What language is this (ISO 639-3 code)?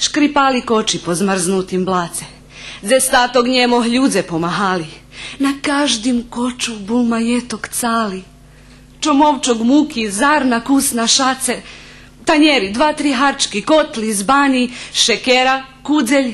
rue